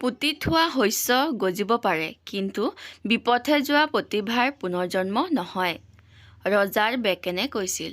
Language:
Assamese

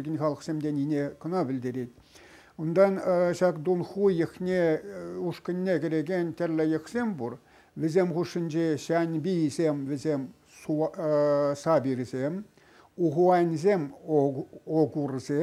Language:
Chuvash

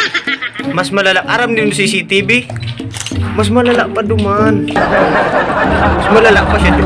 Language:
Bikol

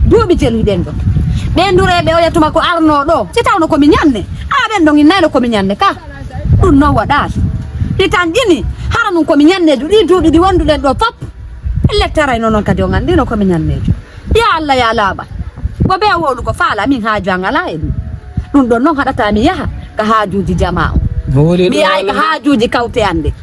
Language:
Fula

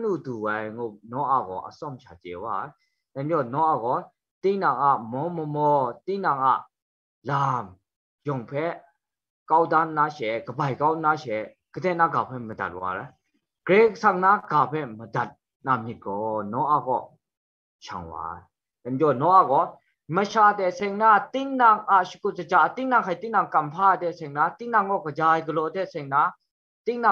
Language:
Kachin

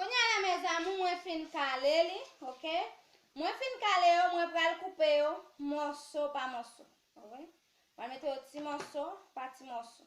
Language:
Haitian Creole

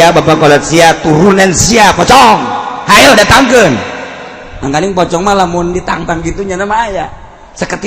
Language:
Sundanese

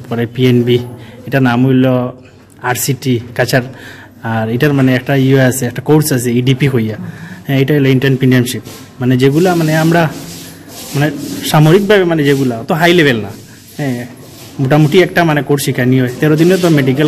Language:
Bangla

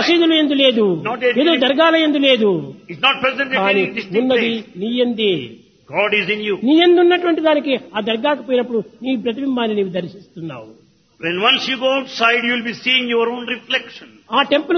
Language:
Telugu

